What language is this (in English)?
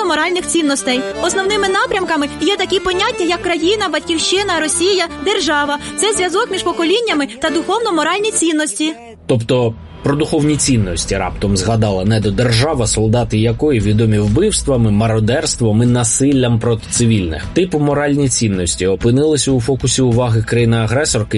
Ukrainian